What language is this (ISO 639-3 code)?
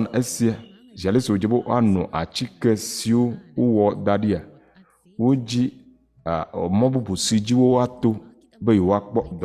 ewe